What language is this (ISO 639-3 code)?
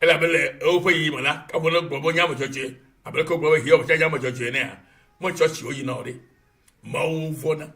ewe